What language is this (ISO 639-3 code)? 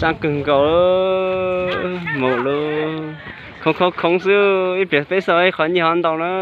hmn